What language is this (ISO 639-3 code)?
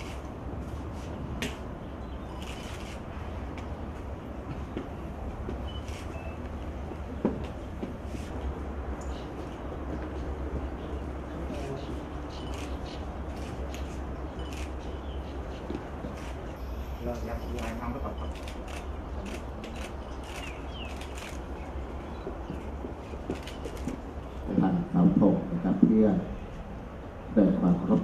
tha